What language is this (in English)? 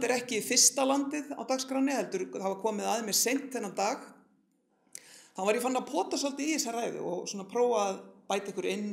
Icelandic